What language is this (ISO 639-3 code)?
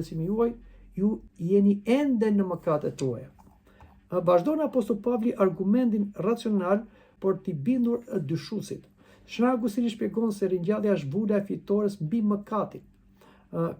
sqi